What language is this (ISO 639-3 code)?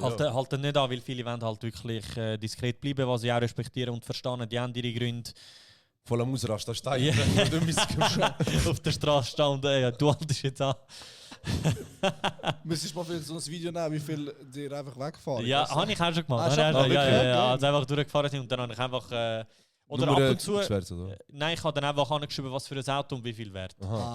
gsw